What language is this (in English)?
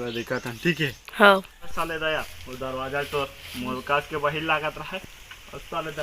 Chhattisgarhi